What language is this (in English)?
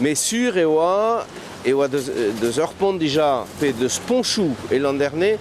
Breton